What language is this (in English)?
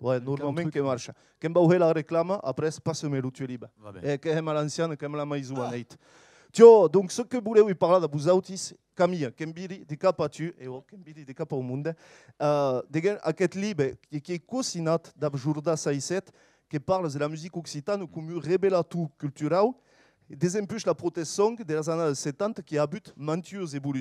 Occitan